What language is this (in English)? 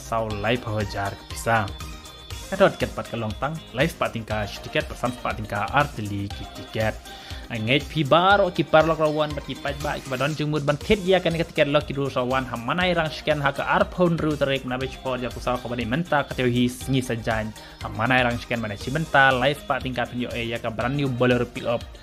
Khasi